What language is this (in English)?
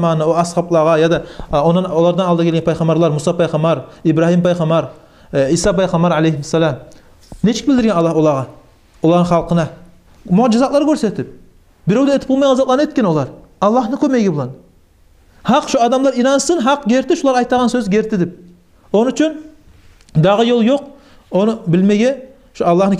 Kumyk